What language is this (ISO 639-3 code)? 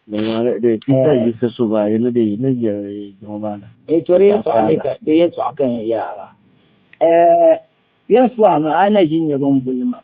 dag